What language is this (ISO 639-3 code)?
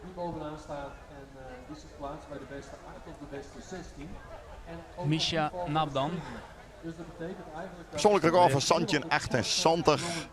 fry